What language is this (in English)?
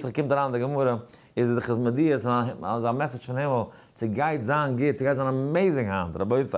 Yiddish